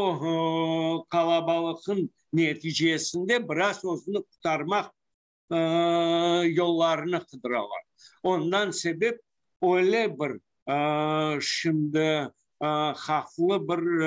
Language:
Crimean Tatar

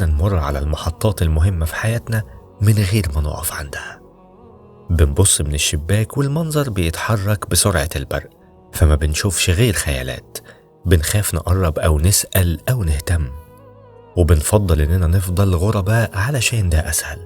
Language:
Egyptian Arabic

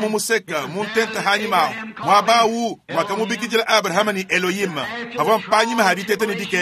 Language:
Luba-Lulua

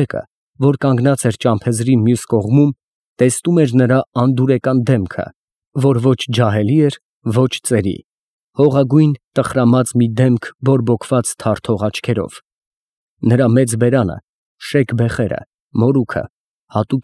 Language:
Armenian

